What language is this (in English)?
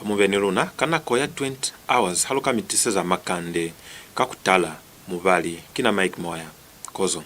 Lozi